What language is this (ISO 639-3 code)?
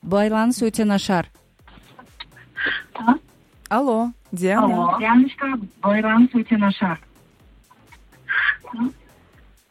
kaz